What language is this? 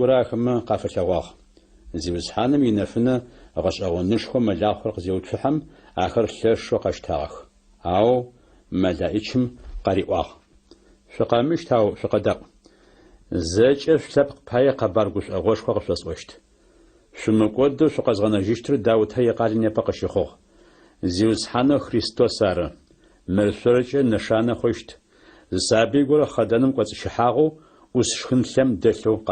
Adyghe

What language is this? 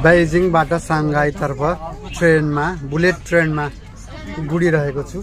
Nepali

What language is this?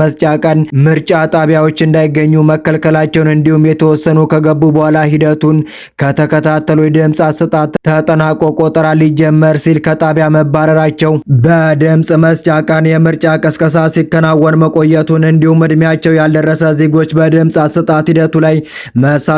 Amharic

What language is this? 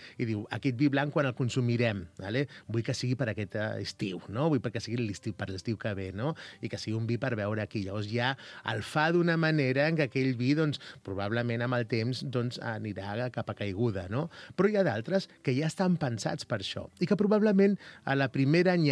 Catalan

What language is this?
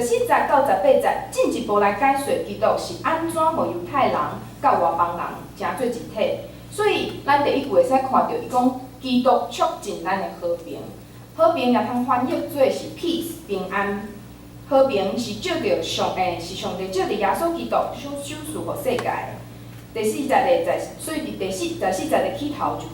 Min Nan Chinese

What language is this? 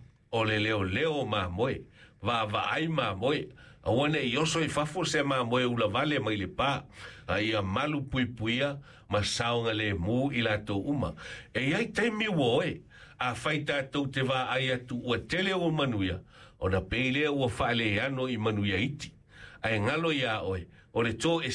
Samoan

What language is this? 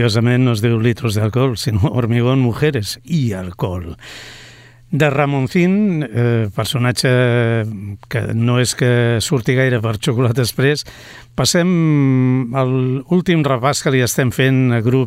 Catalan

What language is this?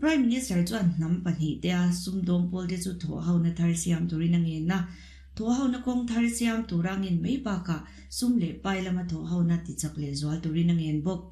Mizo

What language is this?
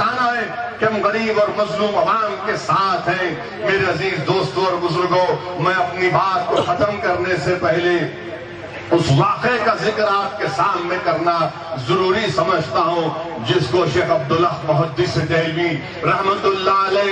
Urdu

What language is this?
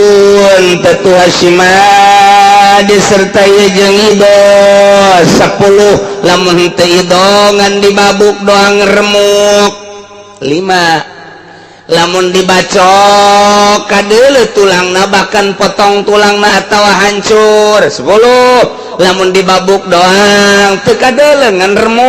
Sundanese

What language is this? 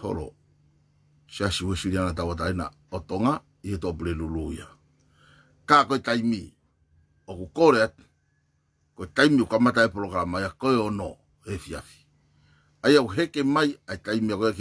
Tongan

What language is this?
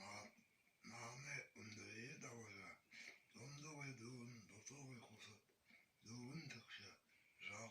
Buriat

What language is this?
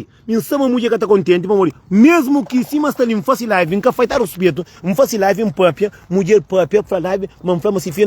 Kabuverdianu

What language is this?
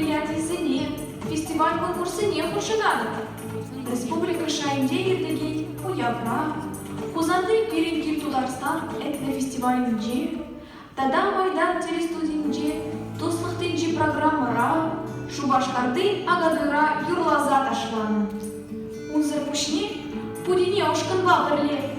Chuvash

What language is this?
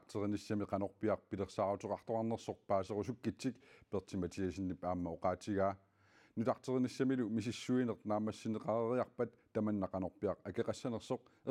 Kalaallisut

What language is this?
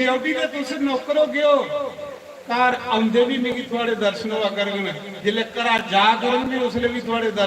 Dogri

